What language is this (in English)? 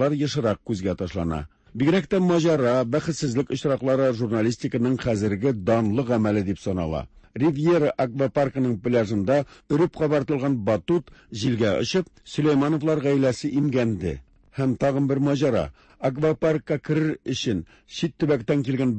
Tatar